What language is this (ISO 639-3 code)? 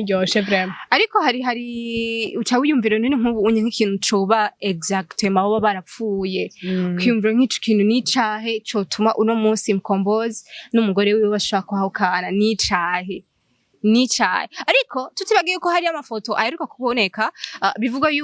run